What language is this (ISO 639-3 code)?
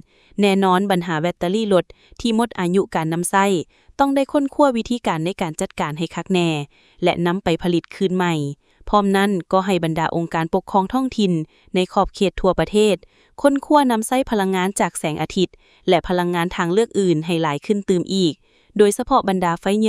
lao